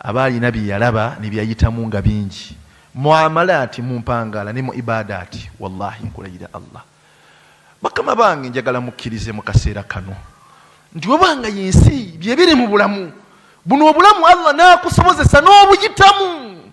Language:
Ganda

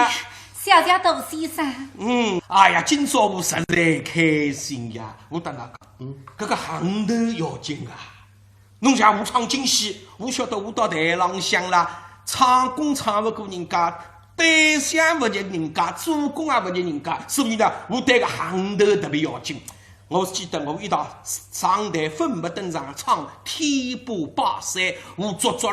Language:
Wu Chinese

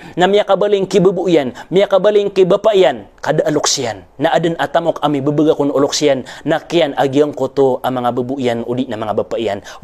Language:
Maranao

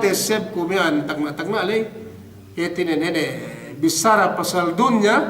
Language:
Yakan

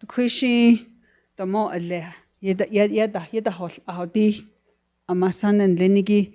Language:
Navajo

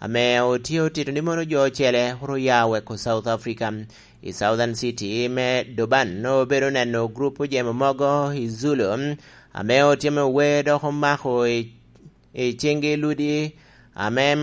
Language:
Lango (Uganda)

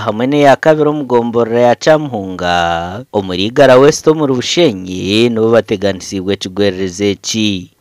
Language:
Nyankole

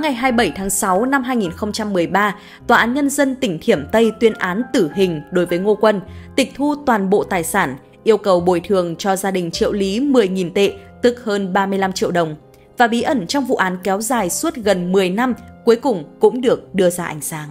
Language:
Vietnamese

